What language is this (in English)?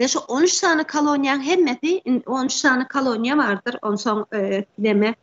Turkmen